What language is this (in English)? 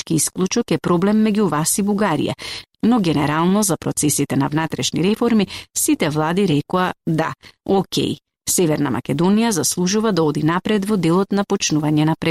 Macedonian